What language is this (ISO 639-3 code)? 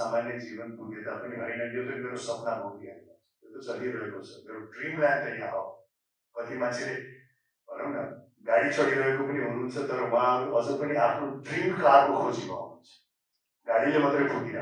nep